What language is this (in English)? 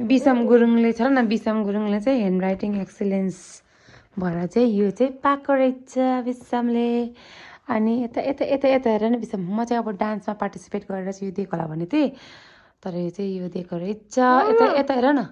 Nepali